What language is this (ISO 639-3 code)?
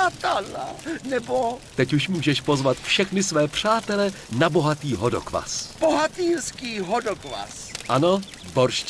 ces